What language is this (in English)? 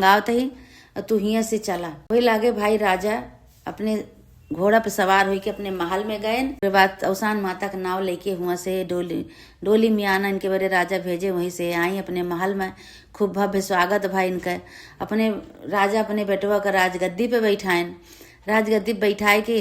Awadhi